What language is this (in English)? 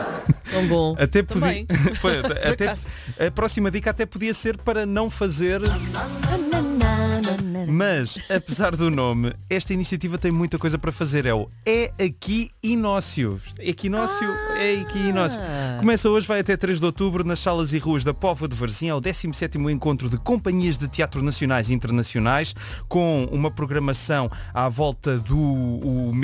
Portuguese